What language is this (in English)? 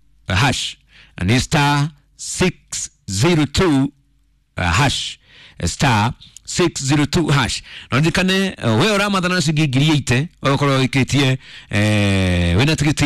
Kikuyu